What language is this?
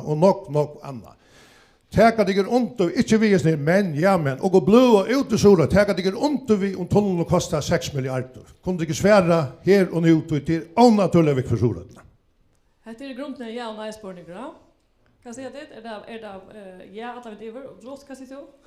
Faroese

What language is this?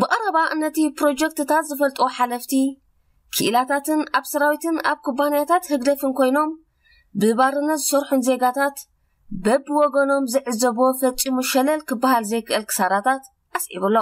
Tigrinya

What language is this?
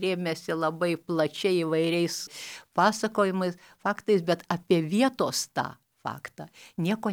Lithuanian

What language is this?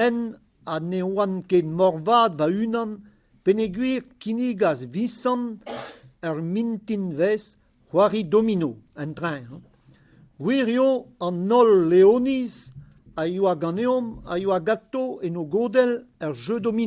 Breton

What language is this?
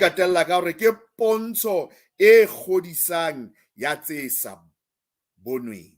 Southern Sotho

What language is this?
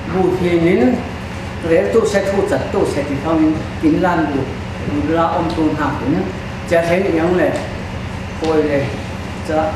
Falam Chin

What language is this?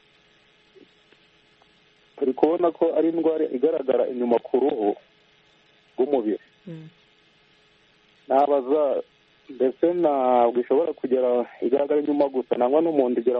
Kinyarwanda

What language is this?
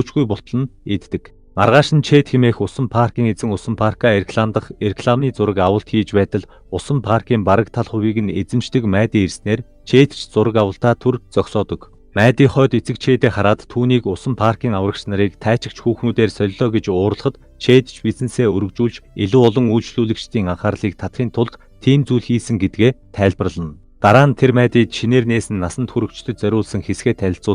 Mongolian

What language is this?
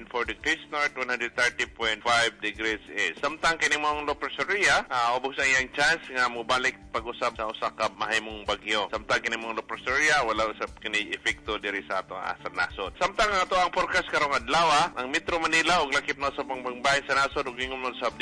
Cebuano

